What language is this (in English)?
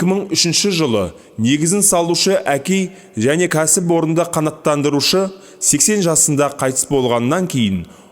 Kazakh